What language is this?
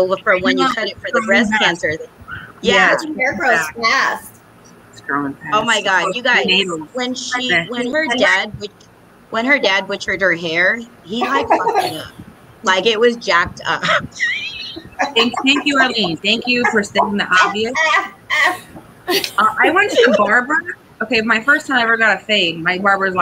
English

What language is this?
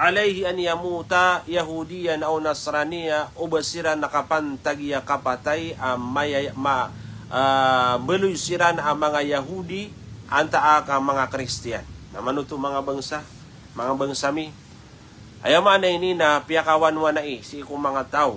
Maranao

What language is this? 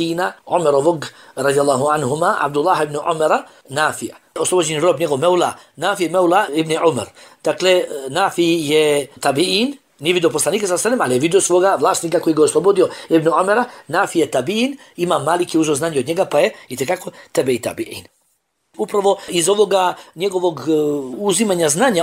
Bosnian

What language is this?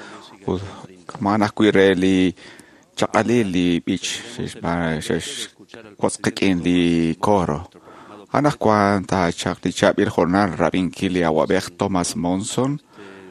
Kekchí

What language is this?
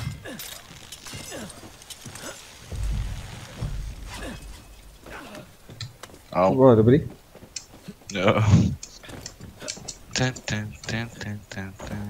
Czech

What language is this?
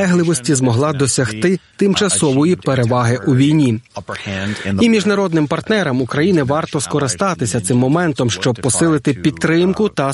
Ukrainian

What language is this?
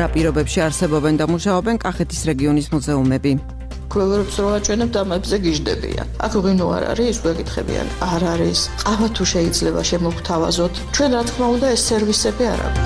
Georgian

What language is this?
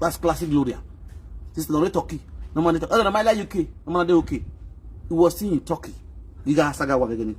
Nigerian Pidgin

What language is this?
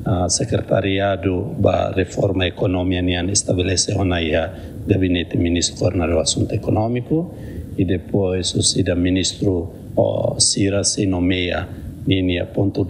Tetum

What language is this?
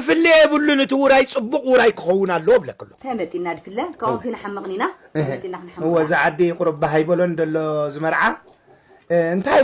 Tigrinya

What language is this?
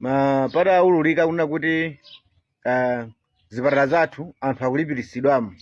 Nyanja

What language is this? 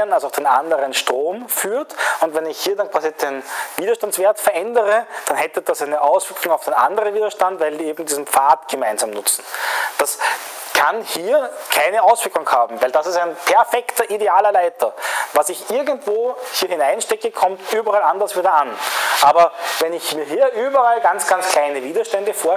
German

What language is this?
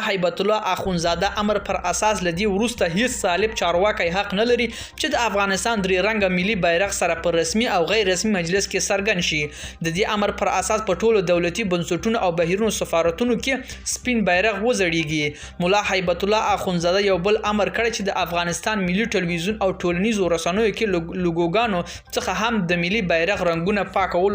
Pashto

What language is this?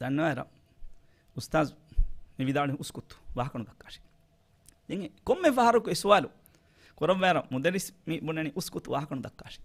Divehi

